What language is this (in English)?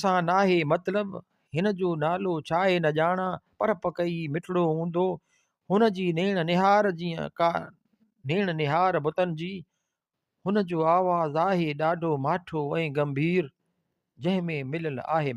Sindhi